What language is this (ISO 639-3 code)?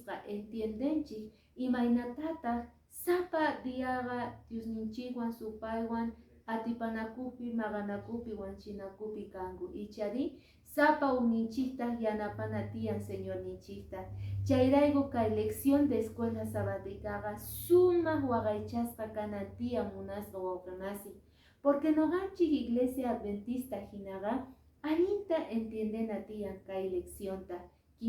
que